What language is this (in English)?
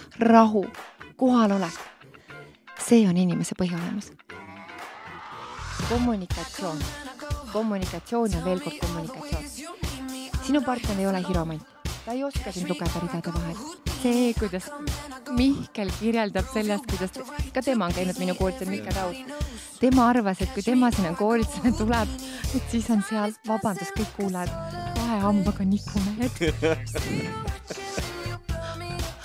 Estonian